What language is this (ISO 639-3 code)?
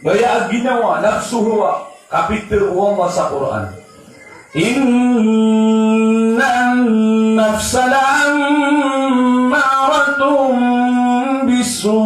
mrw